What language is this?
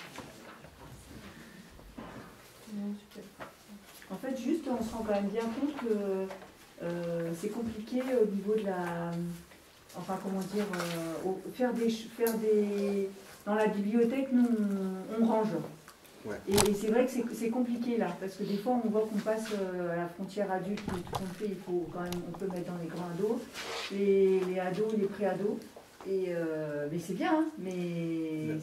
French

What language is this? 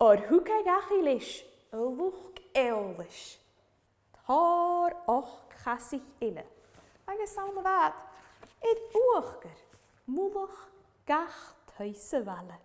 Scottish Gaelic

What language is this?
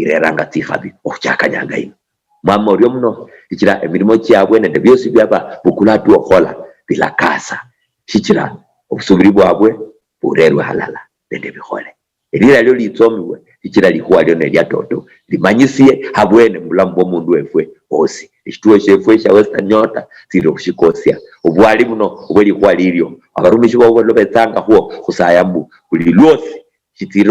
Luyia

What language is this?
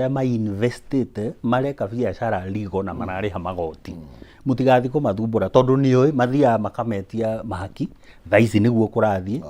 Kikuyu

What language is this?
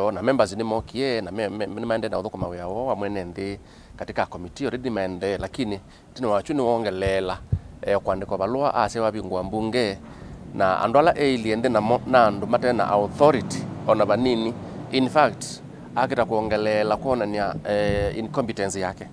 Kamba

